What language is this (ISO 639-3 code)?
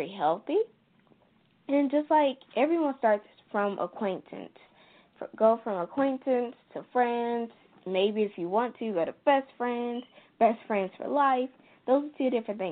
eng